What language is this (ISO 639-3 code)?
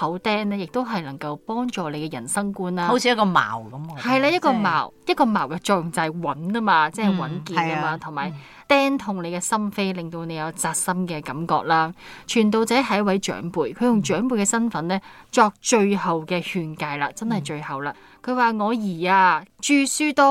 yue